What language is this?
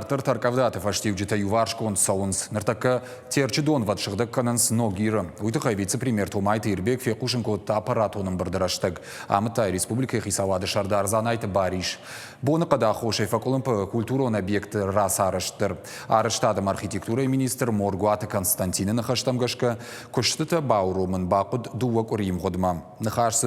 Ossetic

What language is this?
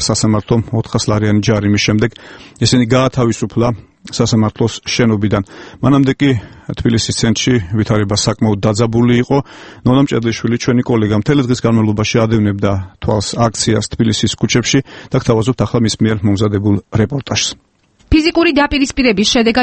Georgian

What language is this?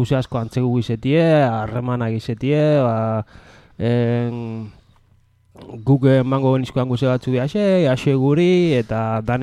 Basque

